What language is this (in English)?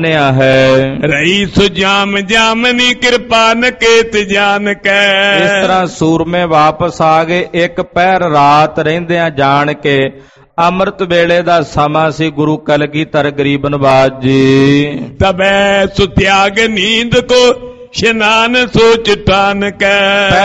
Punjabi